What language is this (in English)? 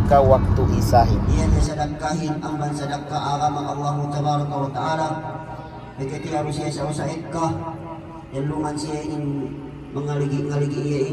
Yakan